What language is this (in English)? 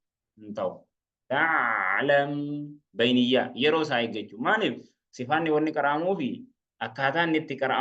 Oromo